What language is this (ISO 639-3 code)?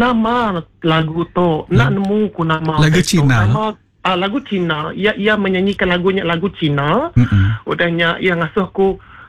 iba